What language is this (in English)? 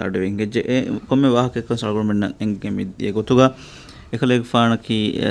Divehi